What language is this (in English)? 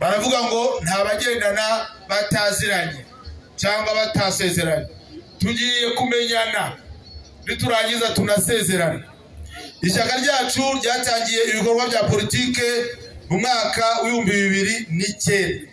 Kinyarwanda